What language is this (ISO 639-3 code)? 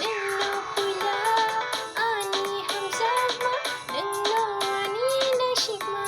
trp